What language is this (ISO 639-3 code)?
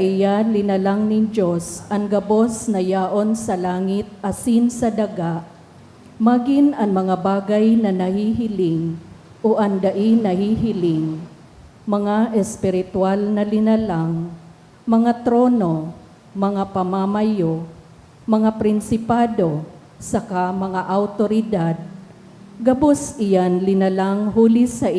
bik